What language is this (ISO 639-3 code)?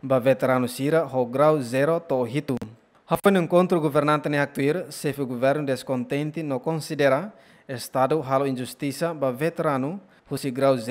tet